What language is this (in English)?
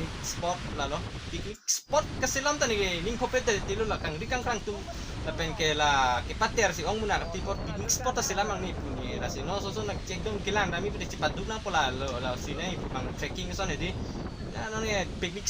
Karbi